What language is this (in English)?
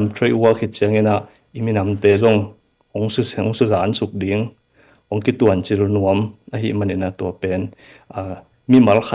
Tedim Chin